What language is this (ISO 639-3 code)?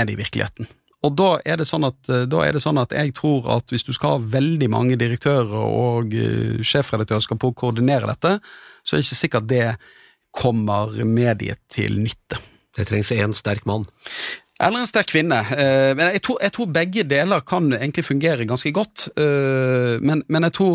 nor